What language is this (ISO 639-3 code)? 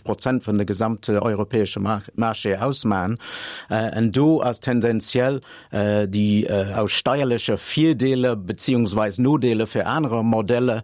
ltz